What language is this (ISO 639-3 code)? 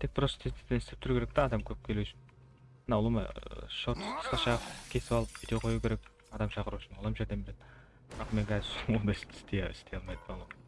kaa